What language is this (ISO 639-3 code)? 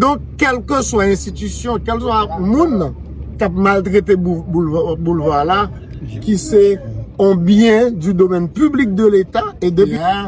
hat